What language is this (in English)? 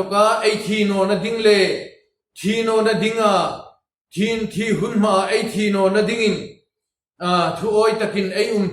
Hmar